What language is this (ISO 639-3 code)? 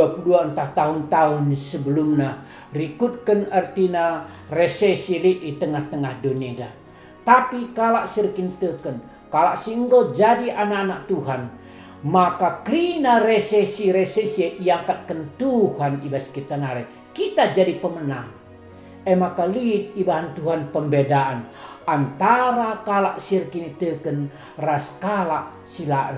btx